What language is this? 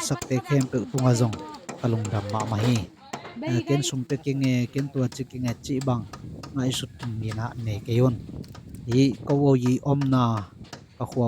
Tedim Chin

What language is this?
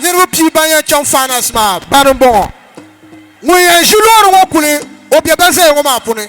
Dagbani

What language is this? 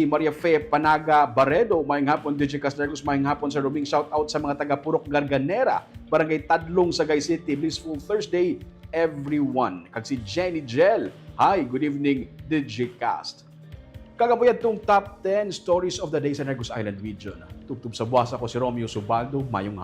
Hiligaynon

